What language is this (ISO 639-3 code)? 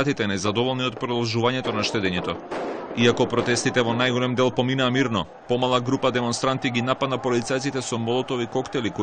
mkd